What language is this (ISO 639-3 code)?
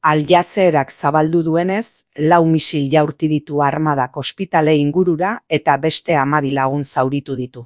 eus